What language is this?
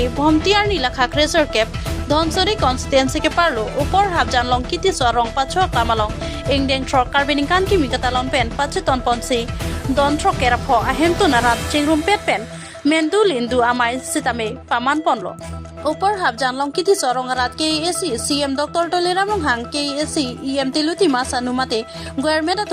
Karbi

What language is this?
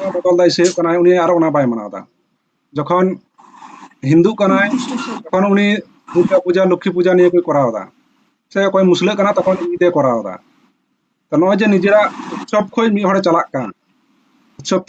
Santali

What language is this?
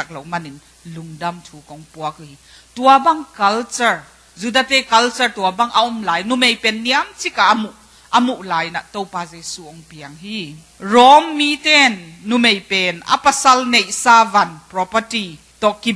Tedim Chin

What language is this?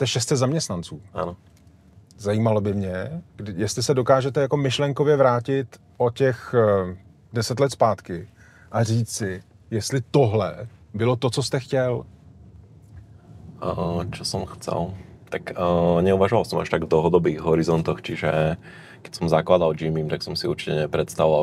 Slovak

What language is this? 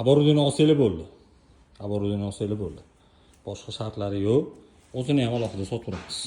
Uzbek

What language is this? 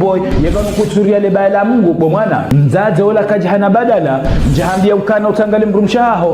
Ngazidja Comorian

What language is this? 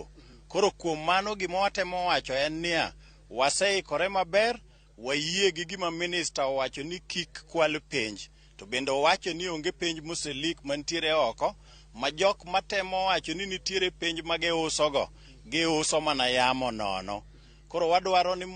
Luo (Kenya and Tanzania)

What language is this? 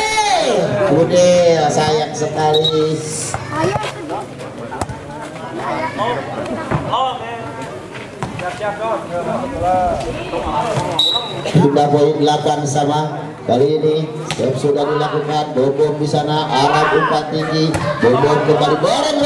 Indonesian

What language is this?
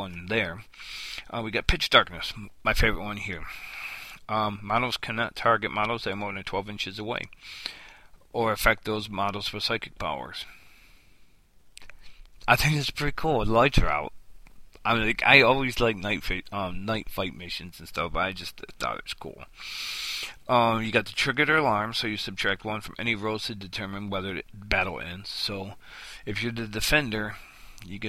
English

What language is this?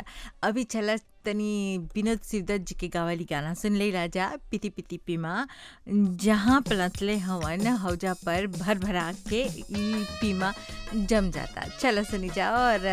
Bhojpuri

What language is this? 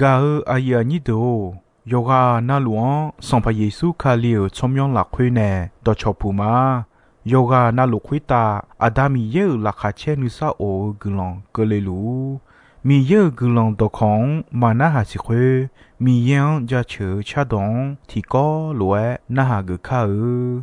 Akha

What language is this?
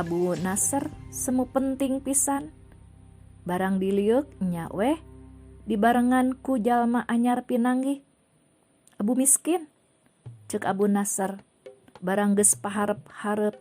Sundanese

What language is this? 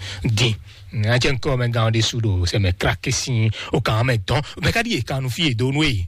Fon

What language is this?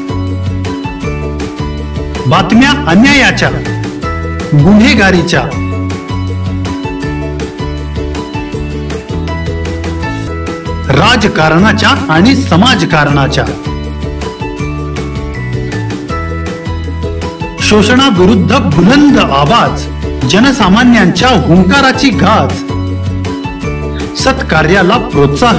Marathi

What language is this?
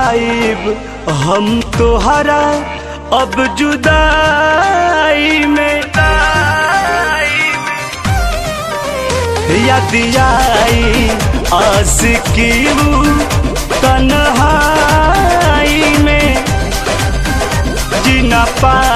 Bhojpuri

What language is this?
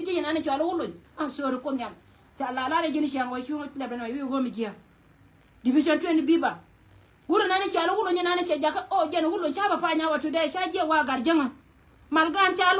Nuer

